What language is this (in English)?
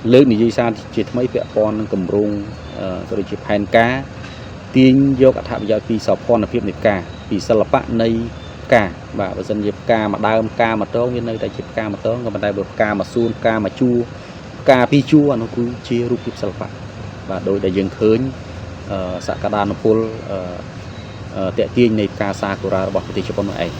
Khmer